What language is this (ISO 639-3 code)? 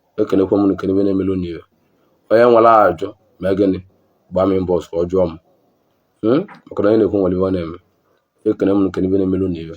ibo